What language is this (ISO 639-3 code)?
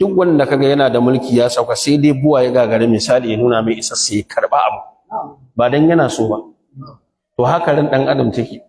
hau